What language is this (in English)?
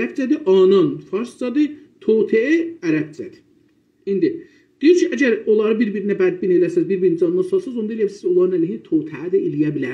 South Azerbaijani